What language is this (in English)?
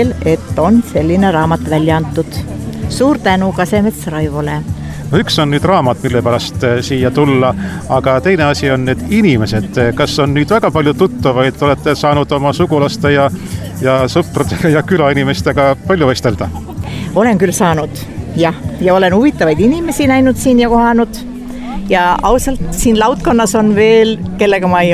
Estonian